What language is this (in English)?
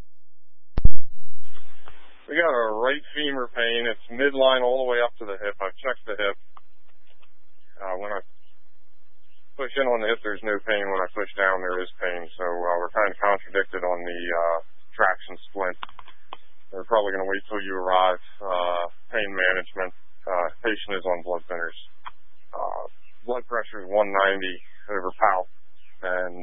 English